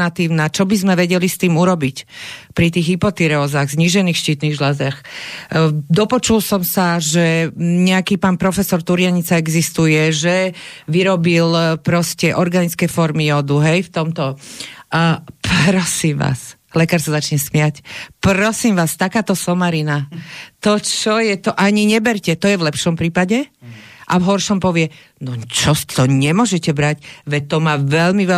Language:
Slovak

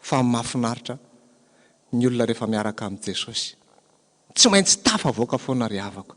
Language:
Malagasy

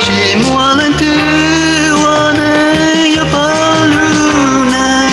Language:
Hmong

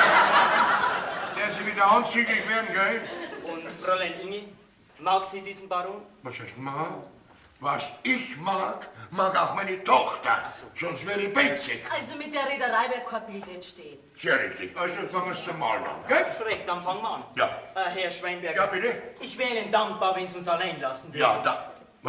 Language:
Bavarian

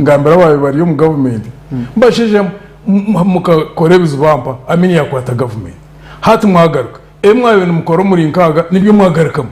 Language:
Nyankole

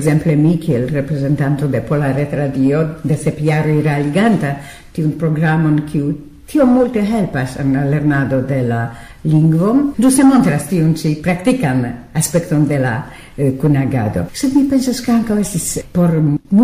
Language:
Esperanto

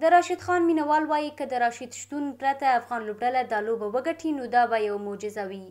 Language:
Pashto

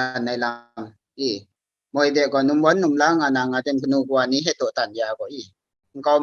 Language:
Kachin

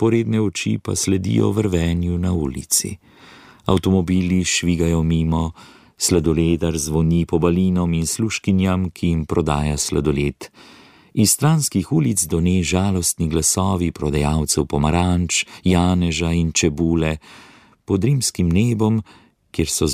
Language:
Slovenian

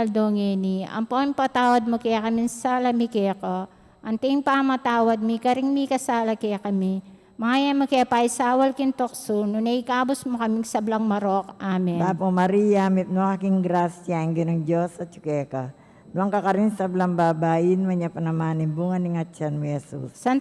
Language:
Pampanga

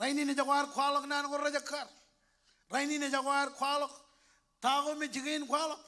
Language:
Marshallese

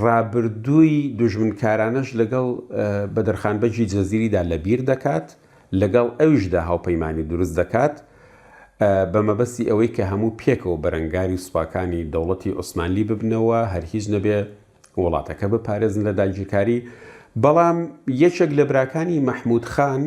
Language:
Central Kurdish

